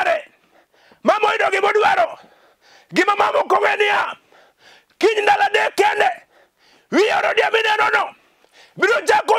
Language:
Luo (Kenya and Tanzania)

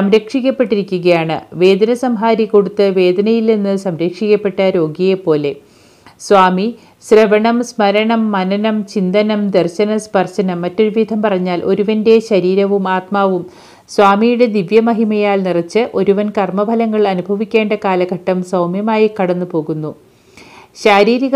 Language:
Malayalam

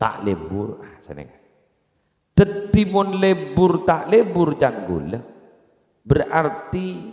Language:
Madurese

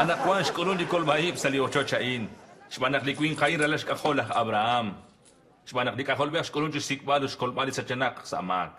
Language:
Kekchí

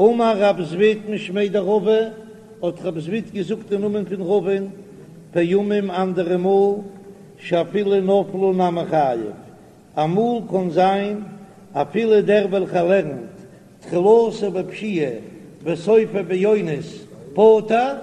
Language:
Yiddish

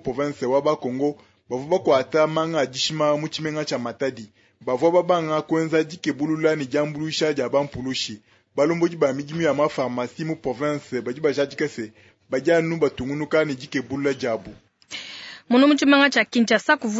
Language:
Luba-Lulua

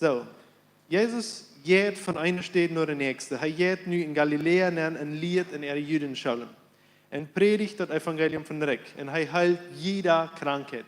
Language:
Plautdietsch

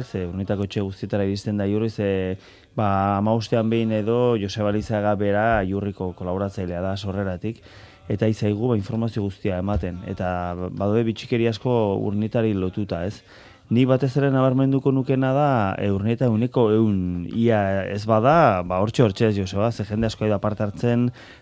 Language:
Basque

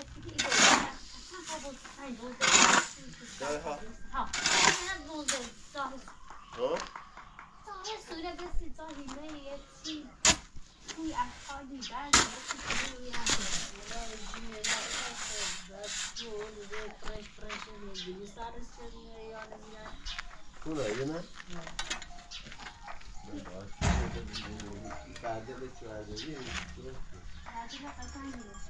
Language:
Persian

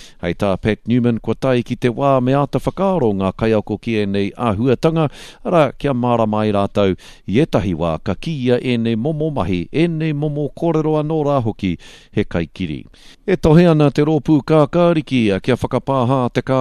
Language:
Māori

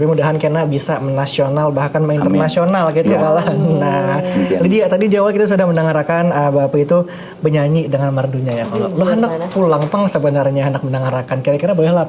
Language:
Banjar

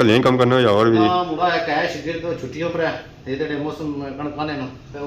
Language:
Pahari-Potwari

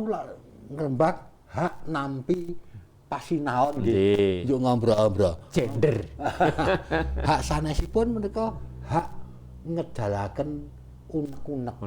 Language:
Javanese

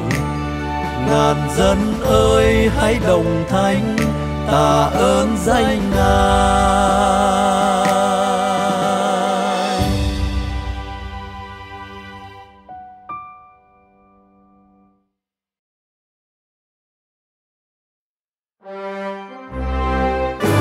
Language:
Vietnamese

